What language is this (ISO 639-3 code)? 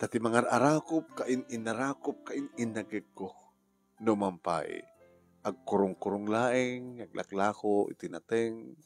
ilo